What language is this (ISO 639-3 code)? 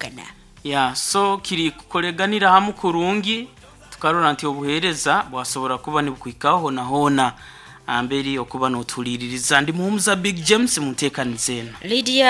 nyo